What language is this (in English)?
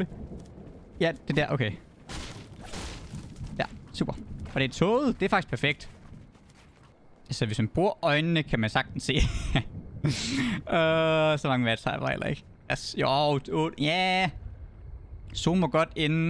Danish